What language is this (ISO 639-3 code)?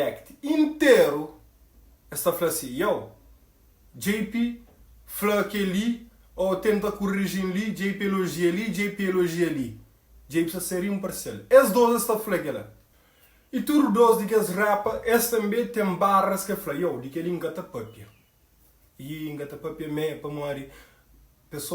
kea